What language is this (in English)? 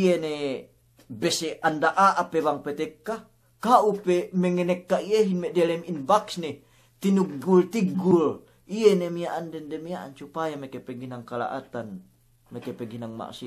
Yakan